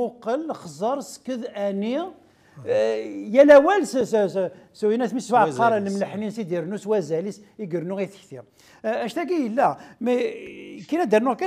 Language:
Kabyle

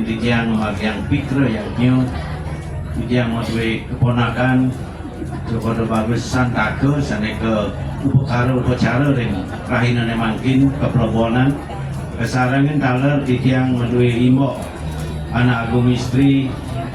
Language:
Balinese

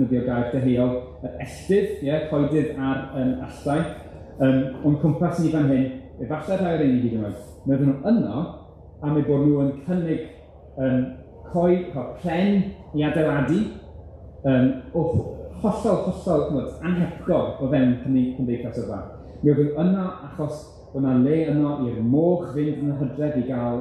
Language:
Welsh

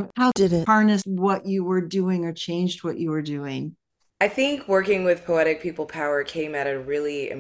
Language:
English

